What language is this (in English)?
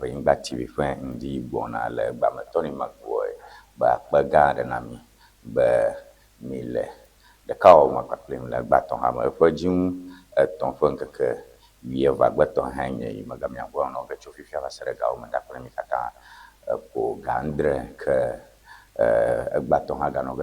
Ewe